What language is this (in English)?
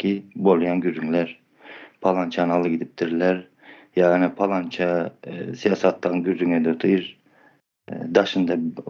Turkmen